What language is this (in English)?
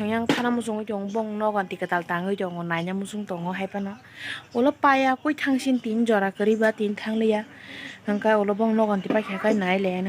Kok Borok